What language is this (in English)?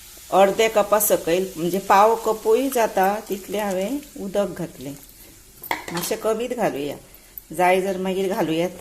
Konkani